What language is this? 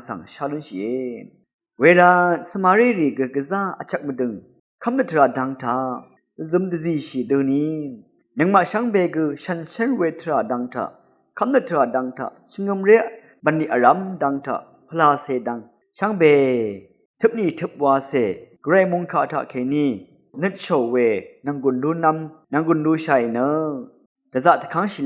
Rawang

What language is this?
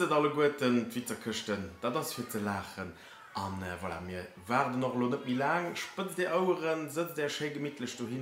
Luxembourgish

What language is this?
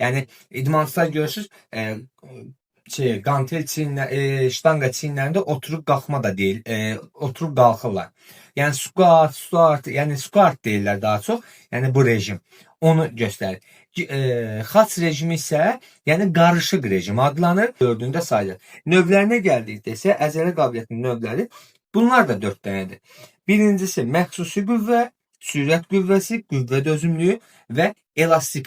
Azerbaijani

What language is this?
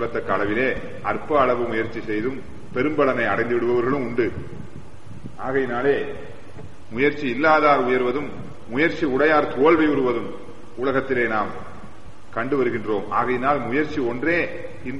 Tamil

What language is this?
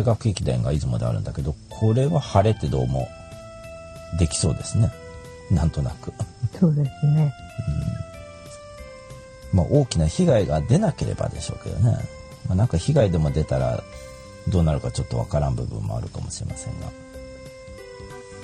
Japanese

